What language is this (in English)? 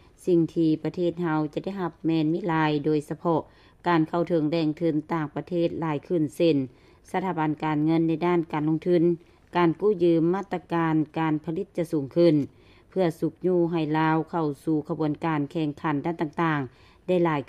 Lao